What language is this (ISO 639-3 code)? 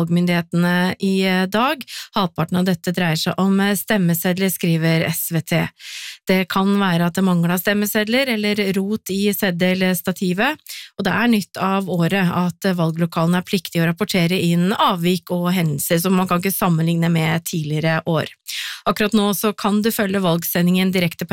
nor